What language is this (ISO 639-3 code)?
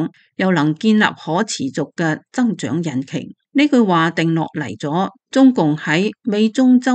yue